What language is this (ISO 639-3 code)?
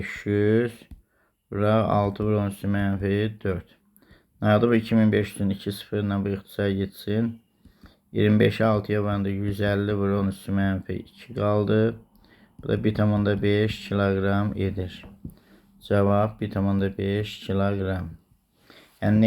aze